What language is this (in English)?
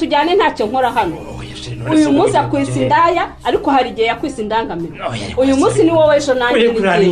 Kinyarwanda